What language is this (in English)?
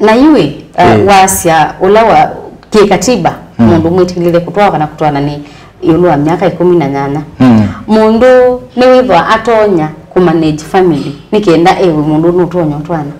Kamba